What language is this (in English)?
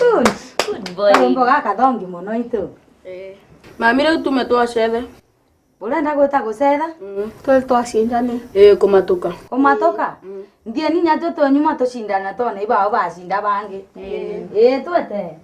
Meru